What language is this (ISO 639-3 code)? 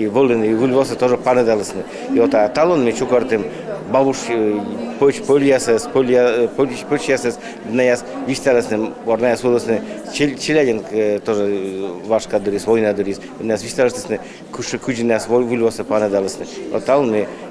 bel